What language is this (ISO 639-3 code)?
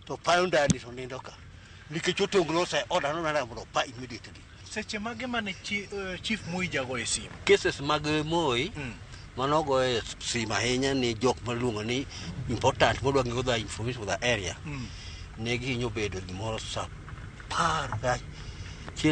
luo